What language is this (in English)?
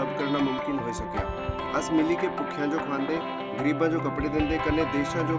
Dogri